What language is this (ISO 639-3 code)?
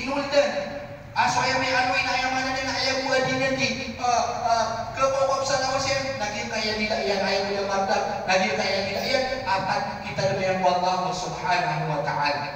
mrw